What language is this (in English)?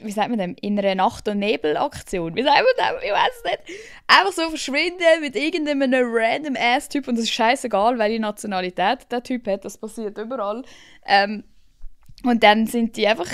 Swiss German